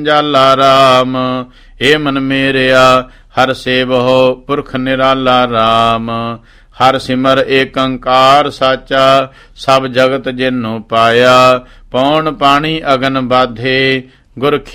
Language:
Punjabi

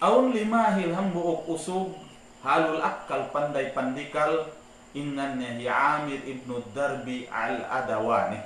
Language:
Tausug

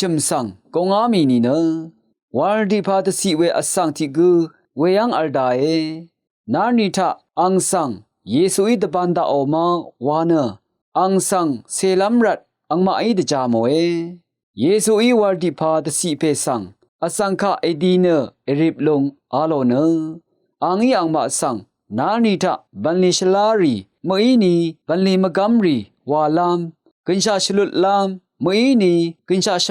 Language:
Rawang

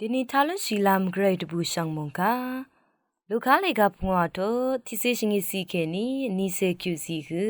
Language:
Rawang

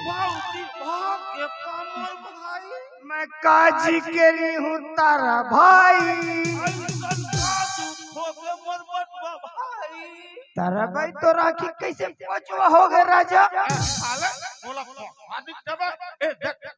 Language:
Chhattisgarhi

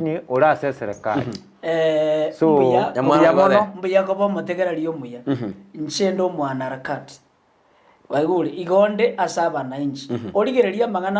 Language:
Gusii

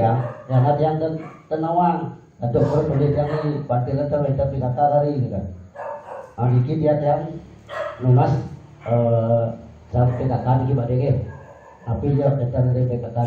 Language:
Balinese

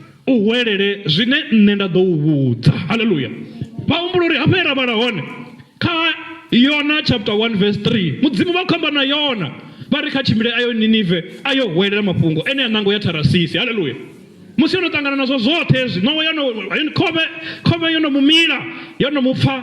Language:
Venda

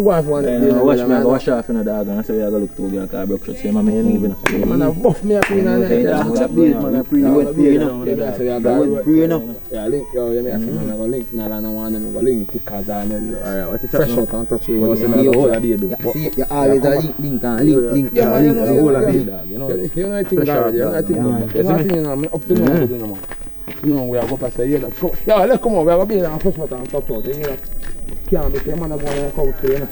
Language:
Jamaican Creole English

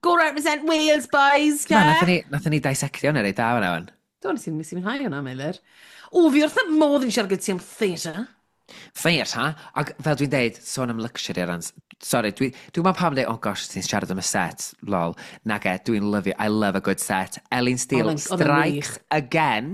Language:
Welsh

